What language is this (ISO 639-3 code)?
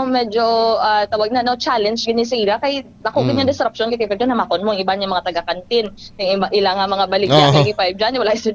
hil